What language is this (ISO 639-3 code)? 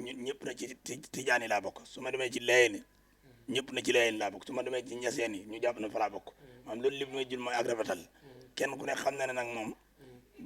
wol